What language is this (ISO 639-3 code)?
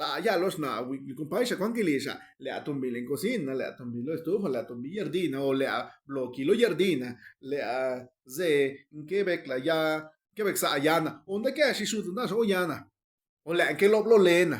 zap